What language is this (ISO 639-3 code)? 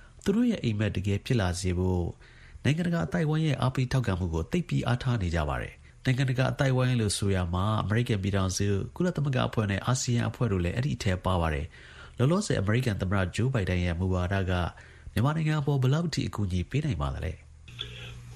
mya